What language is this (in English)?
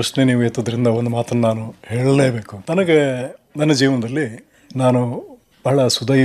Kannada